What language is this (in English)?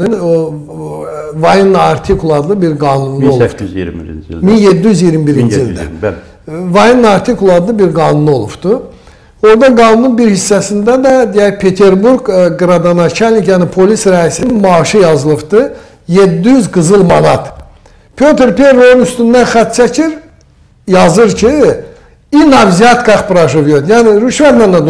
Azerbaijani